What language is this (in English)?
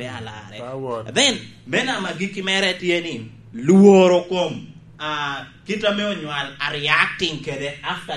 Lango (Uganda)